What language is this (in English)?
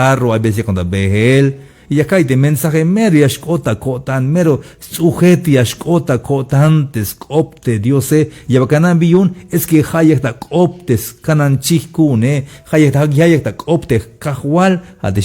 Tzeltal